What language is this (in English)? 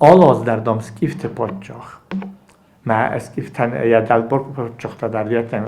Ossetic